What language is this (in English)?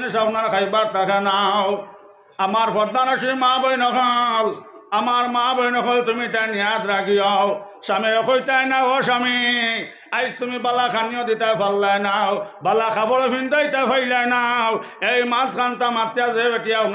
Sylheti